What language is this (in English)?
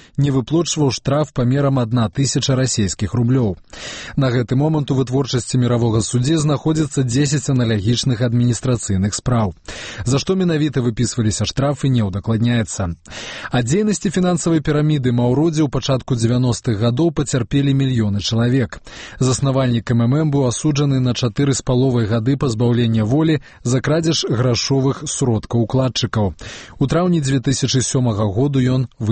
Belarusian